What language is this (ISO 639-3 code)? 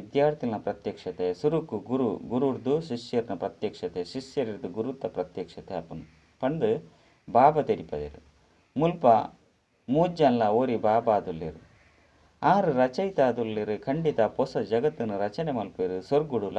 tcy